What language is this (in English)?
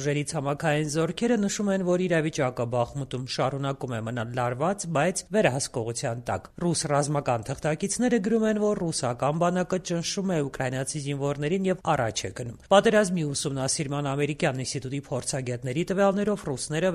Armenian